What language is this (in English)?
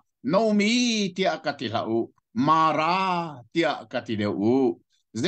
Hakha Chin